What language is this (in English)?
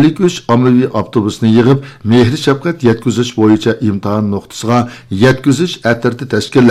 Uyghur